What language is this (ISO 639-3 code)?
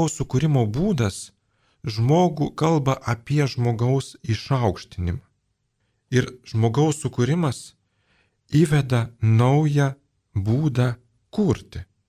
lit